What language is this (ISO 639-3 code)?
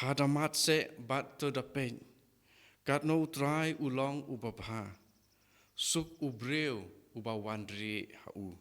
kha